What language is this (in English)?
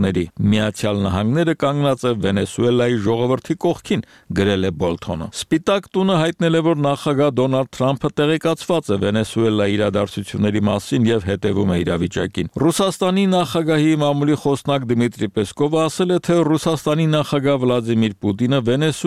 Armenian